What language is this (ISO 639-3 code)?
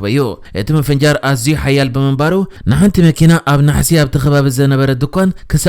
tir